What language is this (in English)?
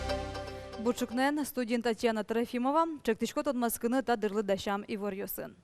Udmurt